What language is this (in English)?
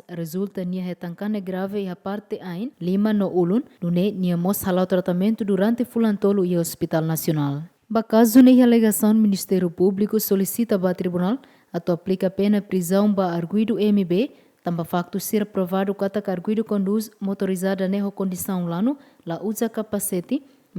Tetum